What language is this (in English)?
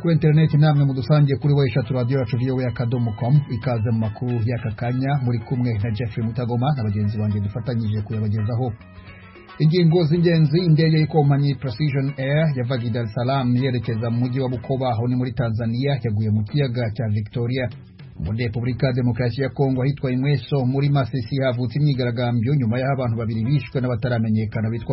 Kinyarwanda